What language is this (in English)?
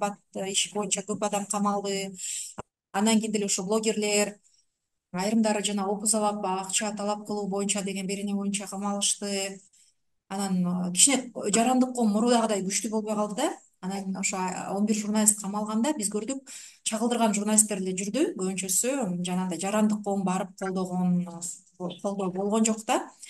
Kyrgyz